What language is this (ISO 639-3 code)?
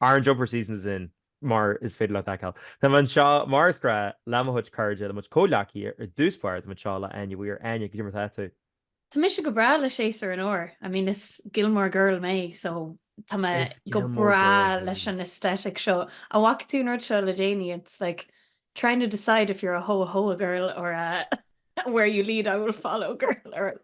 gle